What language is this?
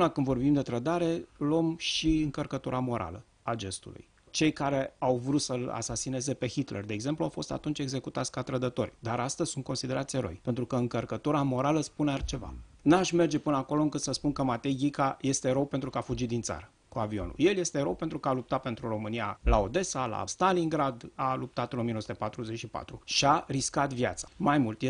Romanian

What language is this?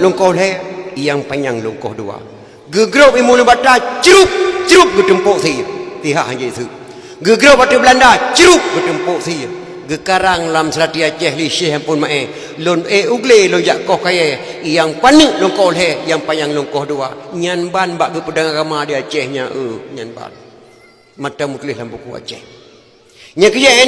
Achinese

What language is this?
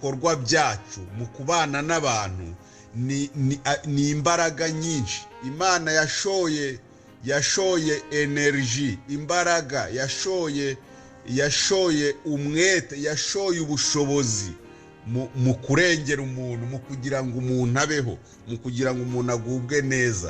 Kinyarwanda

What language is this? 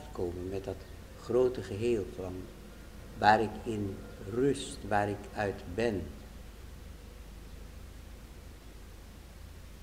Dutch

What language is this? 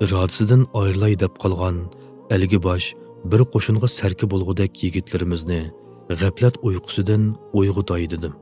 Uyghur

